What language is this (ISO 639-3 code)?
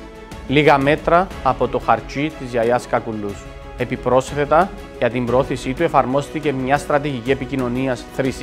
ell